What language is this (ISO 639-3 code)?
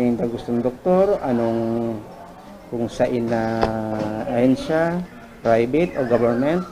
bik